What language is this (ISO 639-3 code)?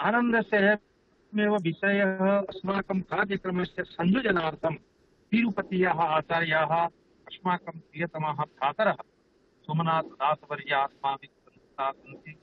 san